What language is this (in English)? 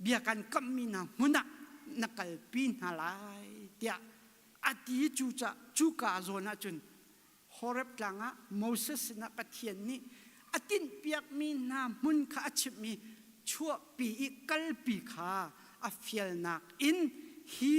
Hakha Chin